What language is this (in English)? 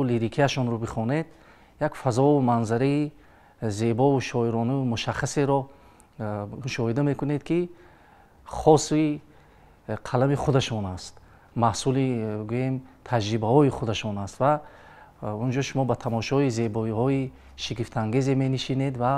Tajik